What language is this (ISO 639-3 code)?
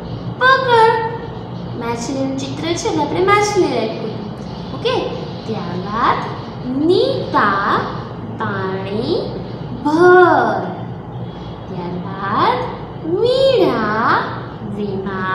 guj